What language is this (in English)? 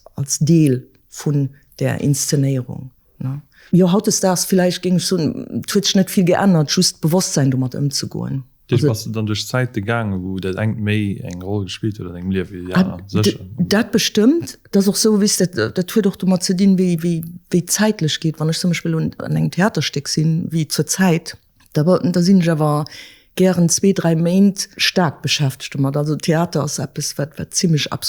Luxembourgish